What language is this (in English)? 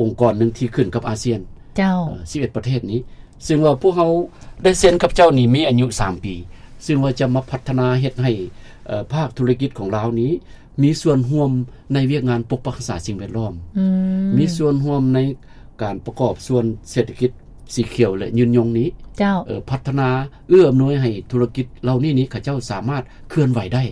Lao